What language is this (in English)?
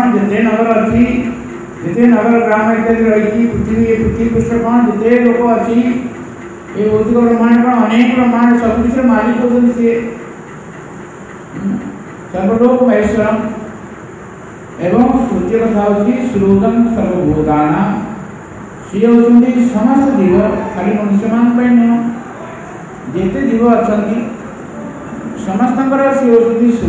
Odia